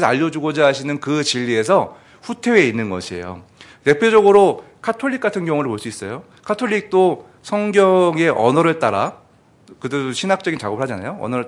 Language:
Korean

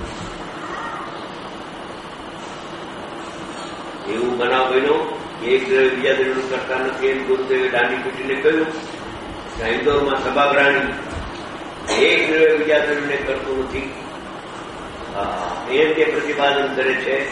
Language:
Gujarati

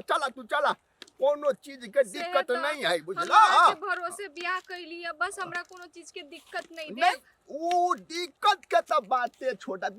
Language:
Maithili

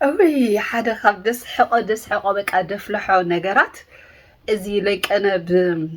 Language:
Tigrinya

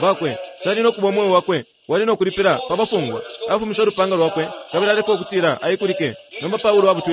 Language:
Bemba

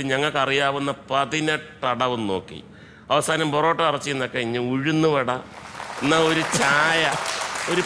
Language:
Malayalam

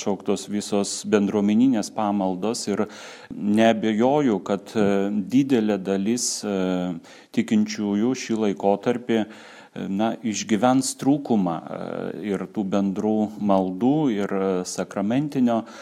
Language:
Lithuanian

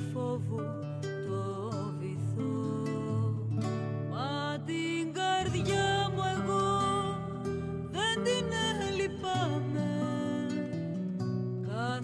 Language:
Greek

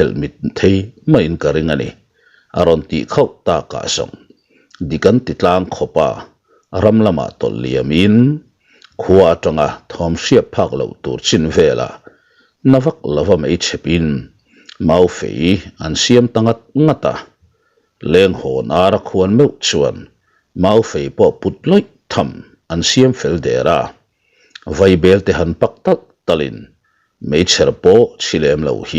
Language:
Mizo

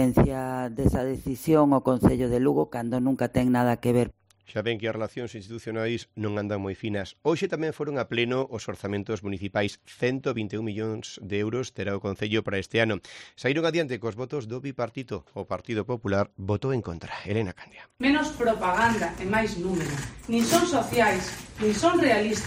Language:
Galician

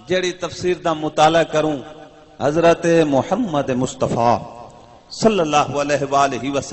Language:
Saraiki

